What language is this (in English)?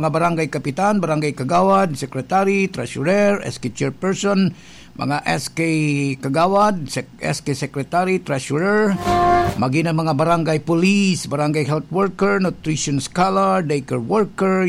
Bikol